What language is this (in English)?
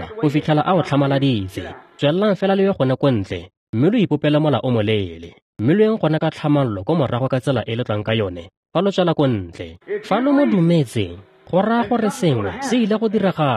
Tswana